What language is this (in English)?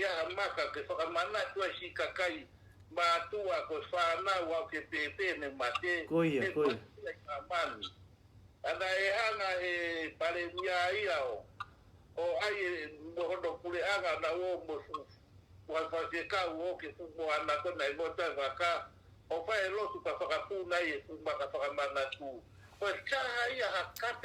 Tongan